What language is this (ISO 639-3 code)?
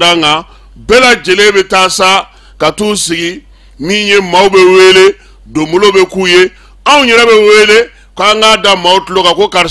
bam